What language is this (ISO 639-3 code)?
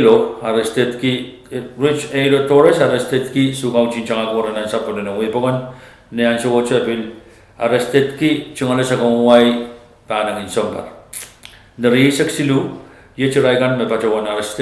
pon